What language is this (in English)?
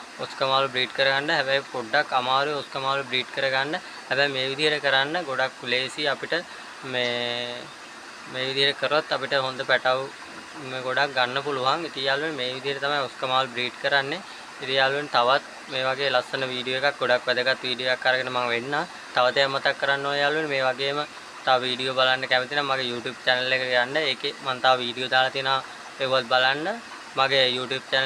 Sinhala